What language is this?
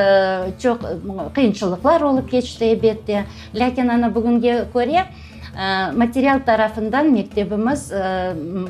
Crimean Tatar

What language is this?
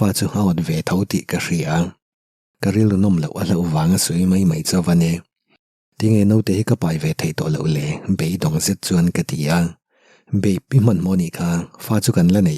Mizo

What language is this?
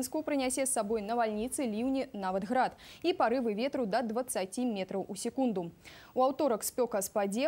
Belarusian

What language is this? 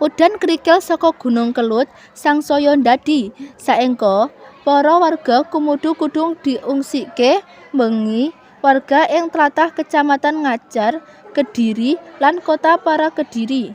Javanese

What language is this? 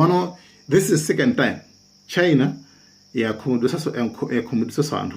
Nyanja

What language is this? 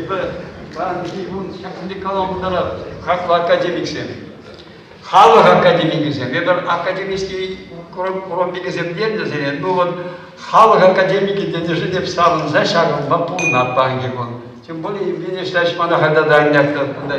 Chuvash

